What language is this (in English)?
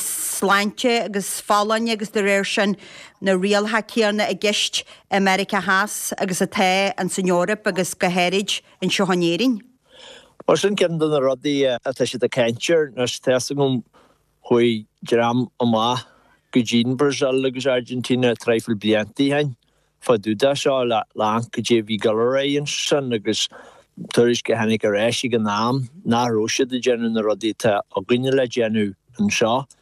Irish